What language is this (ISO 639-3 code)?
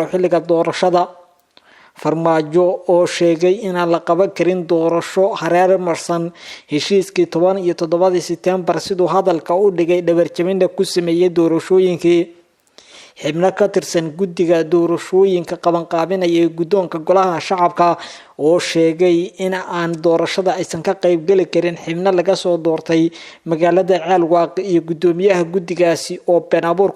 som